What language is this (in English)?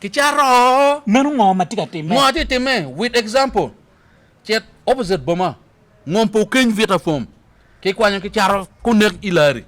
Acoli